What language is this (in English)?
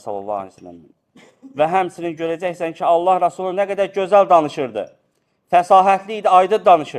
Azerbaijani